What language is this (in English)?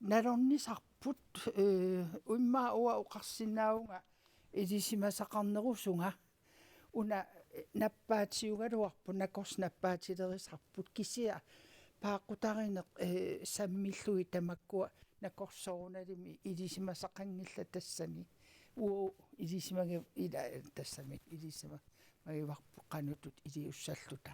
Kalaallisut